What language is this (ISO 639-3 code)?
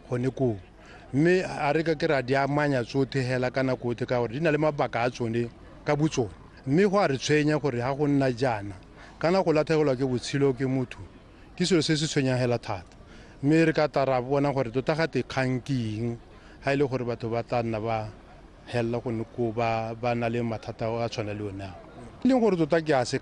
tsn